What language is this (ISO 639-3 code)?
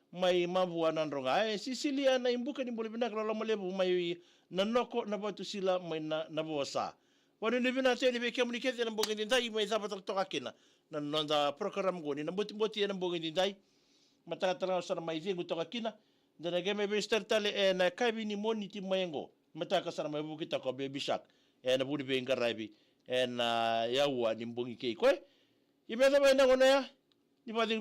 fij